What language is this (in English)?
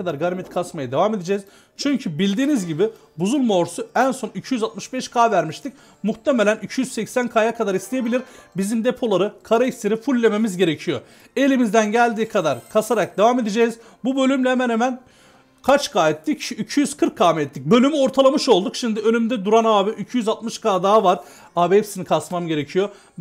Turkish